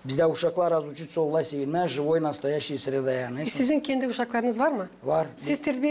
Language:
Gagauz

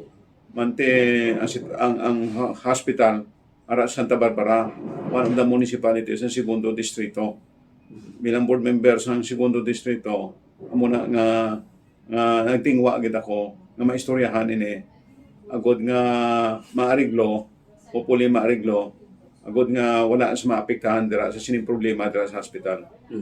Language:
Hiligaynon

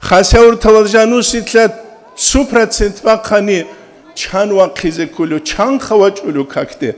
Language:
Avaric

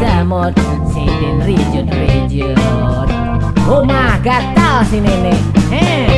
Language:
Banjar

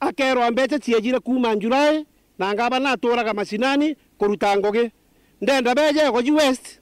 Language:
Meru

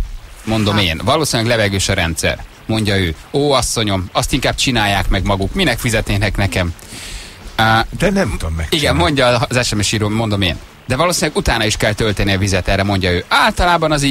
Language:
Hungarian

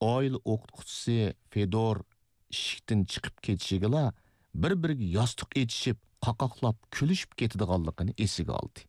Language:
Uyghur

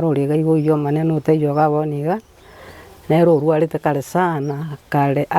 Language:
Gusii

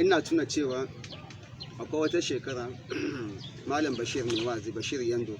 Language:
Hausa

